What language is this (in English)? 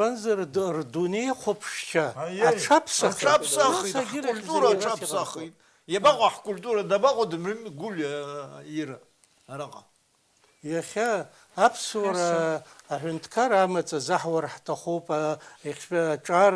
Abkhazian